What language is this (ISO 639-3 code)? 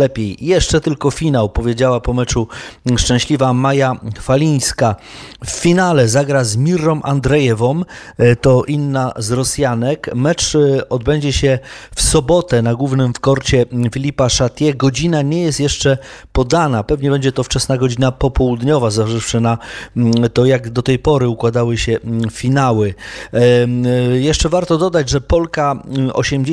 pol